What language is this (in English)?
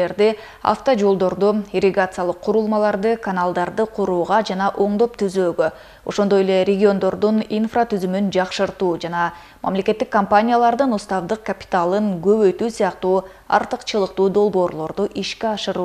Kyrgyz